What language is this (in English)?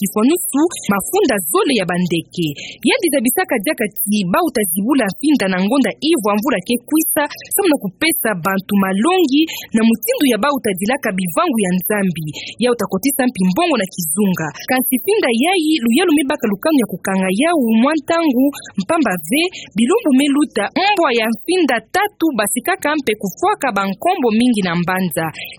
Kituba (Democratic Republic of Congo)